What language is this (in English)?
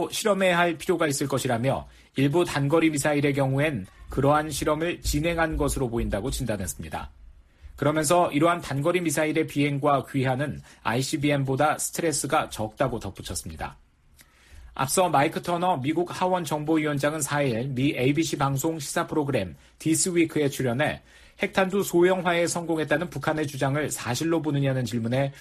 Korean